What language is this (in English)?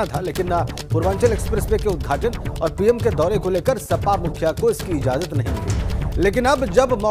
Hindi